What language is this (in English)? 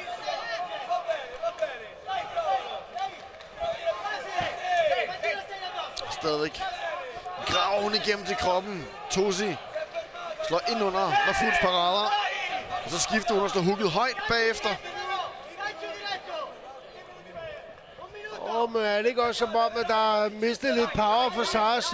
Danish